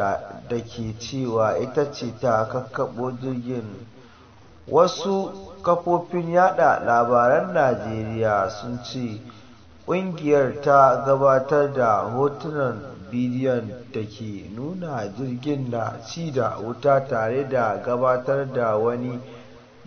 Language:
Hausa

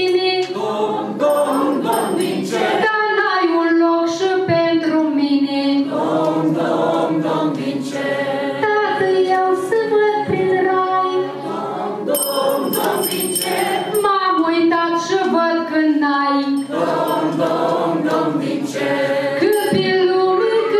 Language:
Romanian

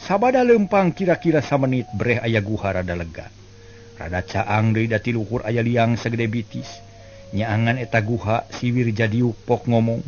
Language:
Sundanese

